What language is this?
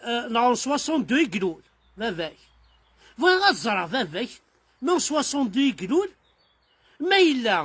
Kabyle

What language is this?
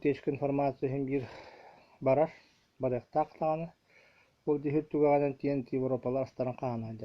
Yakut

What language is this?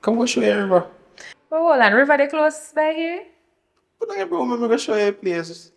Jamaican Creole English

